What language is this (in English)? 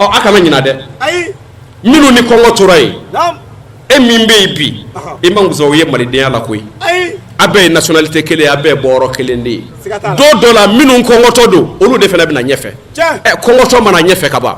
Bambara